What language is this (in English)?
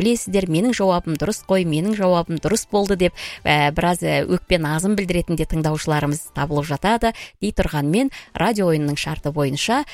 Kazakh